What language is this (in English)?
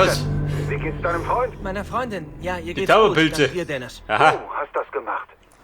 Bavarian